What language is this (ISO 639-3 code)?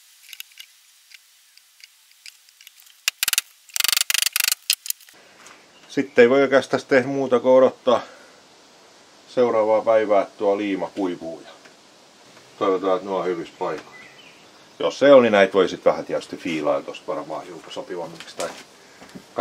fin